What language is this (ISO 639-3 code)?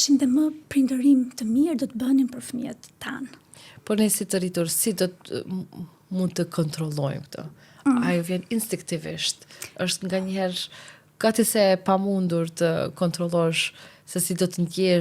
sqi